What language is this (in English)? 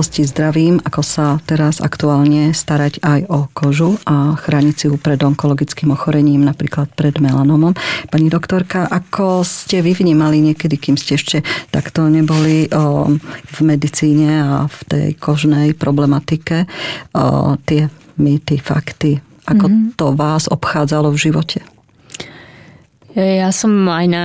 Slovak